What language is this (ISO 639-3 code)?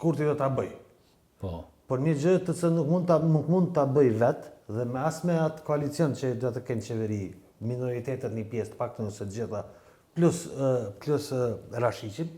sqi